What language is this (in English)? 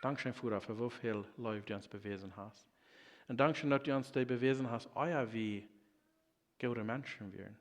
Plautdietsch